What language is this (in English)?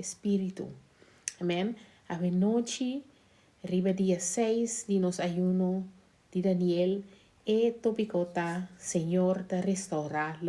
Papiamento